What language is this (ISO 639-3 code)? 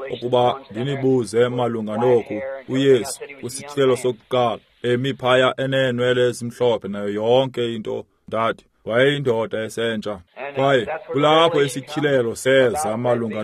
xho